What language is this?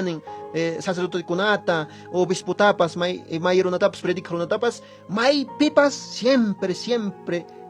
Quechua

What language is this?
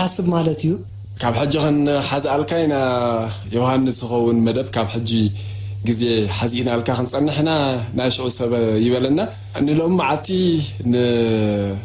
Tigrinya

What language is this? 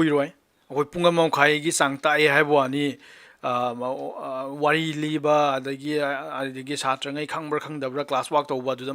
Manipuri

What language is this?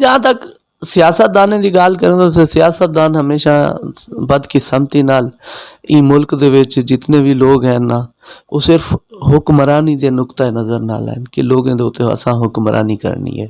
Saraiki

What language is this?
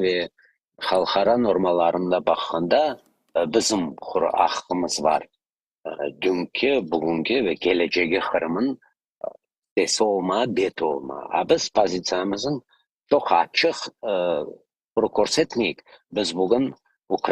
Crimean Tatar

